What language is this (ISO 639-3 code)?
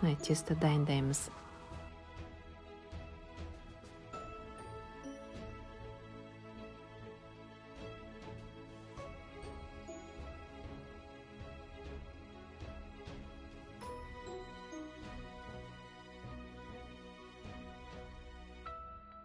kaz